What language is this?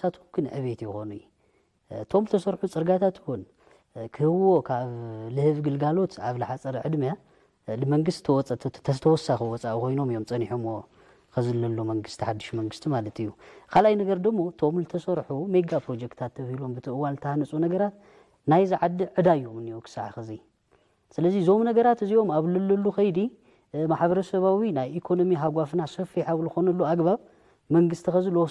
Tigrinya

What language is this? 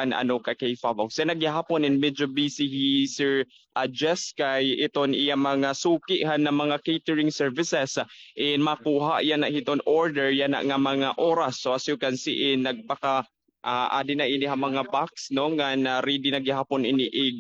Waray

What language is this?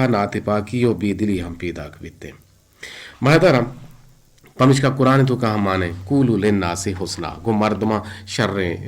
Eastern Balochi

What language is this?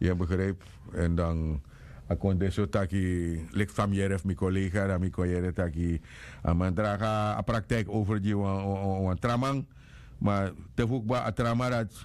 Sranan Tongo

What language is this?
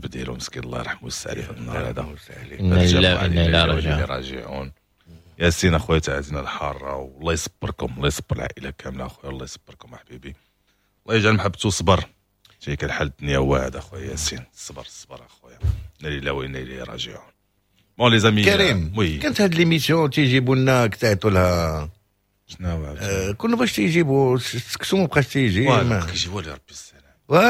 Moroccan Arabic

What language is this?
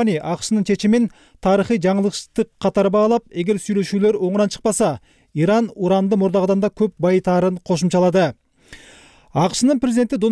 Kyrgyz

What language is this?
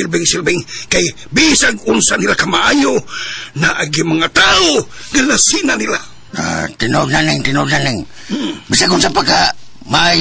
Cebuano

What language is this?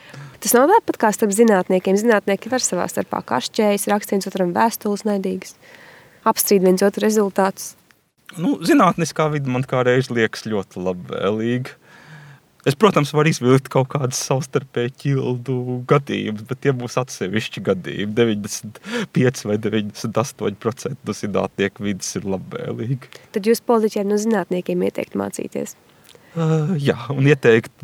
Latvian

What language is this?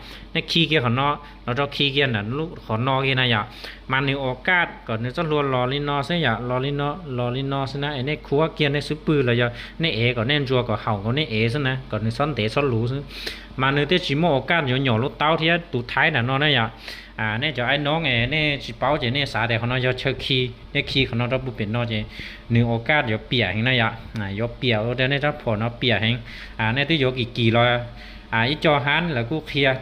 Hmong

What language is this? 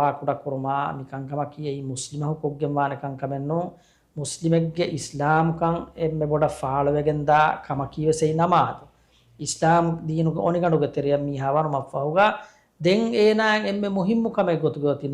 Divehi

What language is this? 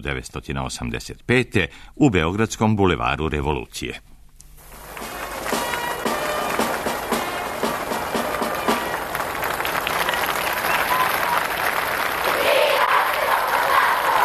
Serbian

